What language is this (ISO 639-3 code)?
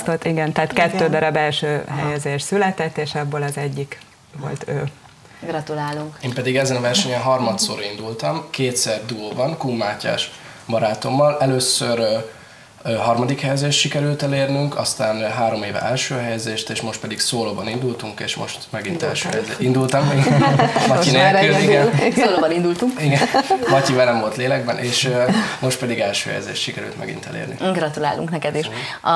hun